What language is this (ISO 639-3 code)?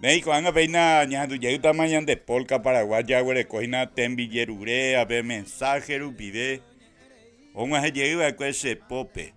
grn